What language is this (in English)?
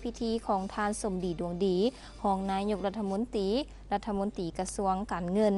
Lao